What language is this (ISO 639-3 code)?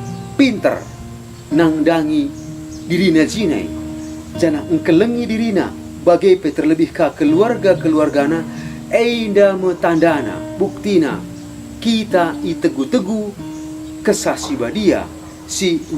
btx